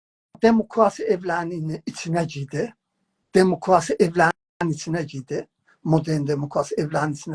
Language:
South Azerbaijani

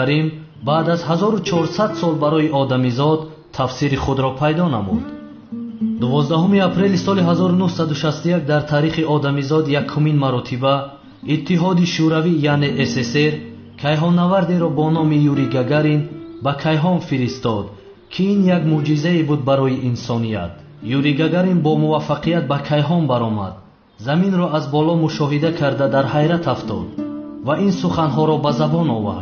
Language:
Tajik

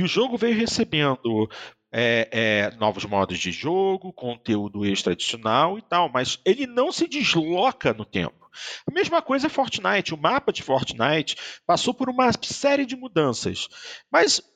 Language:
Portuguese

